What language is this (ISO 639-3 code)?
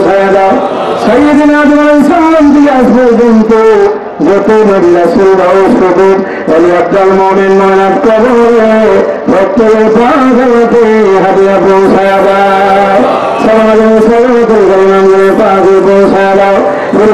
ben